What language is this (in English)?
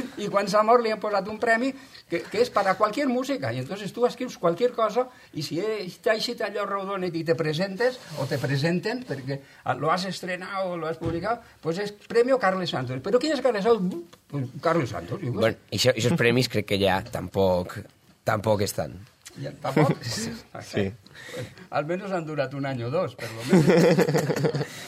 Catalan